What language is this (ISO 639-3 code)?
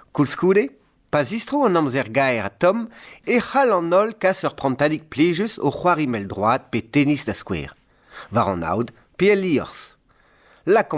bre